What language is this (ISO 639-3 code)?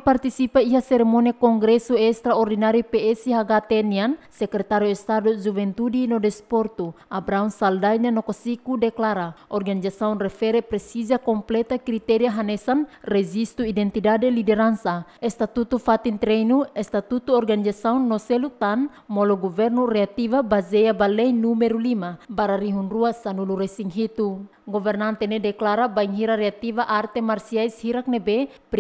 tet